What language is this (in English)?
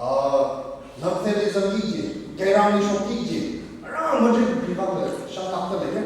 Tangkhul Naga (India)